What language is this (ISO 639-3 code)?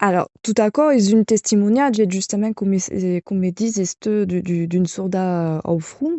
oci